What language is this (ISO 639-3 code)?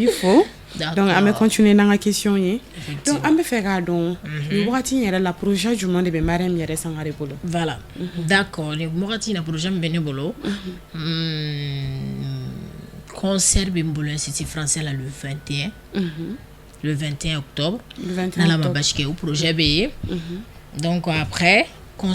bam